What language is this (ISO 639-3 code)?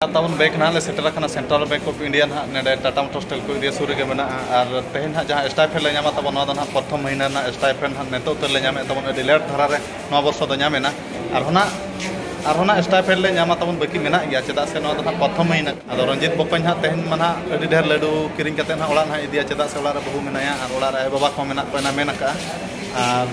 sat